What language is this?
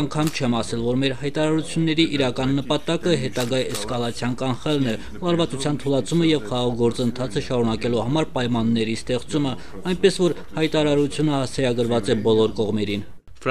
Armenian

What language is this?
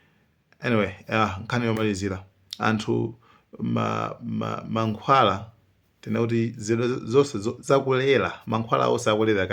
Nyanja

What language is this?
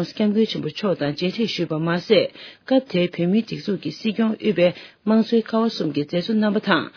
Tibetan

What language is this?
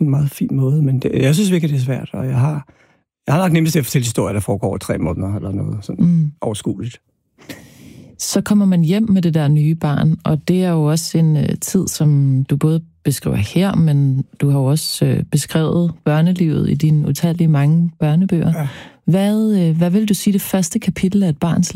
Danish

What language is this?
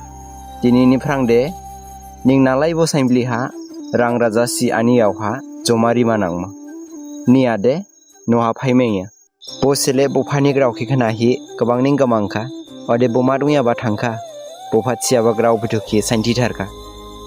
Dimasa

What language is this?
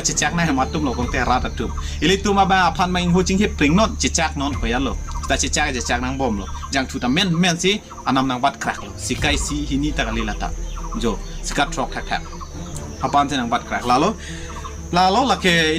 Karbi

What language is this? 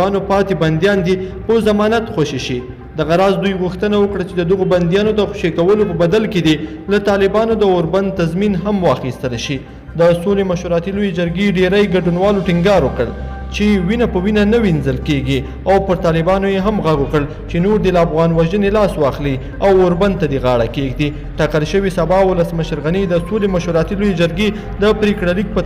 Pashto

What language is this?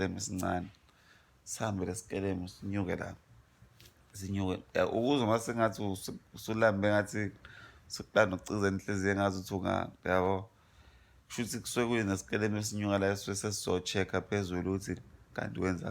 Zulu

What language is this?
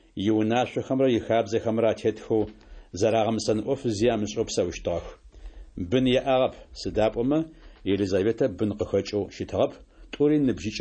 Adyghe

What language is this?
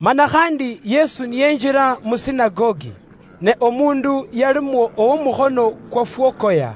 Luyia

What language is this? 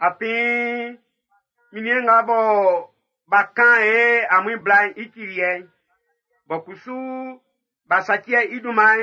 Baoulé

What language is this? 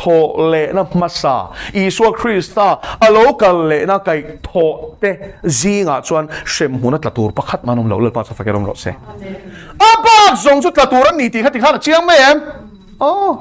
Mizo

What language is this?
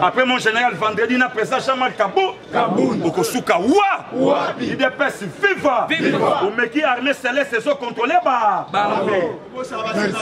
Lingala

